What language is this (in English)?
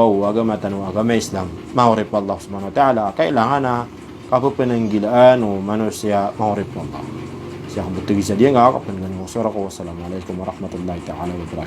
Maranao